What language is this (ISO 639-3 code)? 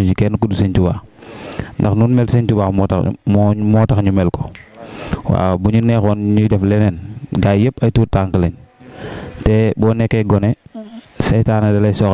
wol